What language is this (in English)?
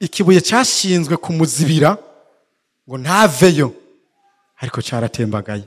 Rundi